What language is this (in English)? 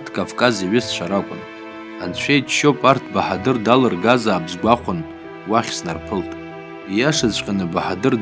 Abkhazian